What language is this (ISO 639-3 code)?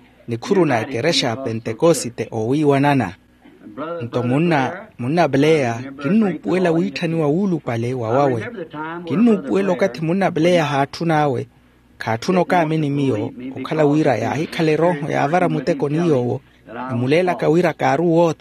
vmw